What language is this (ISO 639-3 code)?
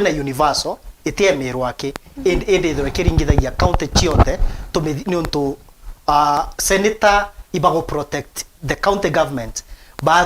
mer